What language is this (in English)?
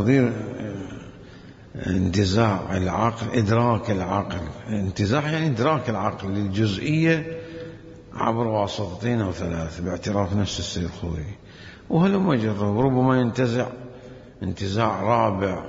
Mesopotamian Arabic